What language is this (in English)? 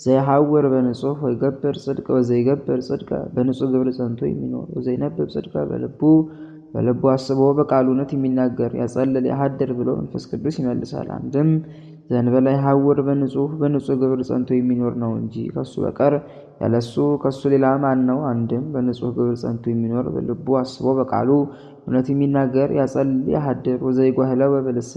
Amharic